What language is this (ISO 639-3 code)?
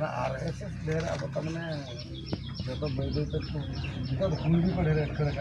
sat